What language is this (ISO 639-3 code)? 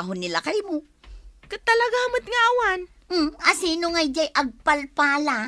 ilo